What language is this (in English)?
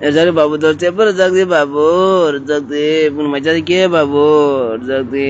Kok Borok